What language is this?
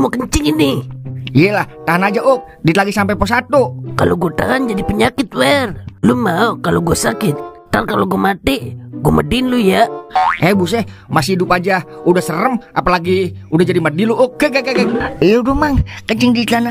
Betawi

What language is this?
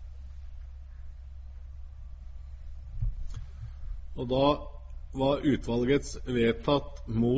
Norwegian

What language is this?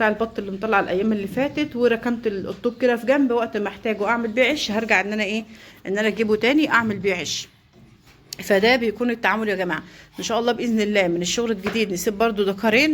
Egyptian Arabic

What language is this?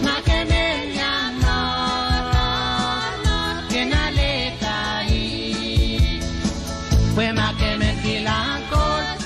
Pohnpeian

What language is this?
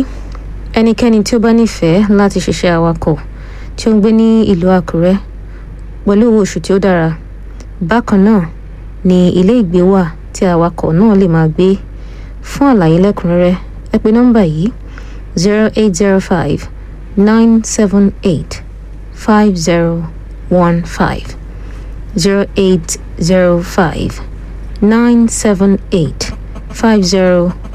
Yoruba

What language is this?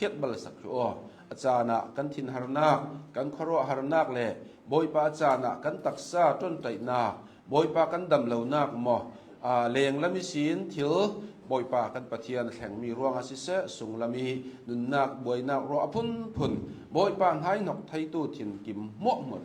Hakha Chin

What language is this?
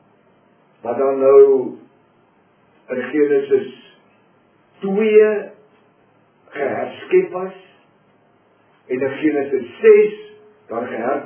Afrikaans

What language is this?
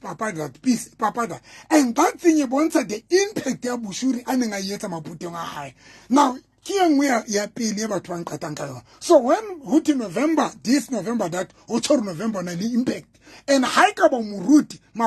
Southern Sotho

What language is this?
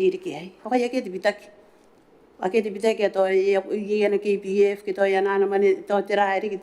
Gilbertese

